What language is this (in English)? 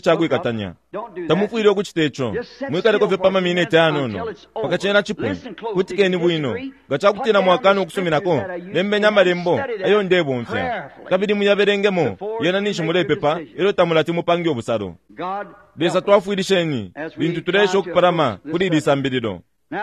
Bemba